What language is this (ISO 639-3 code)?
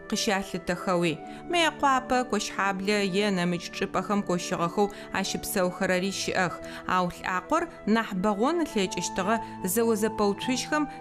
ady